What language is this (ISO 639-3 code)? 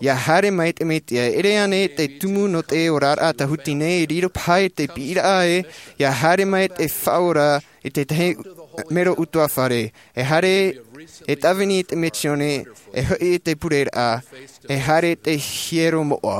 tah